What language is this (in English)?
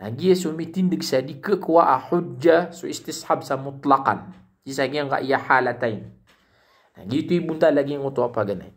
Maranao